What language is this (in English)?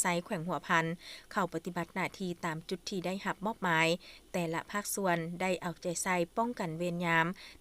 Lao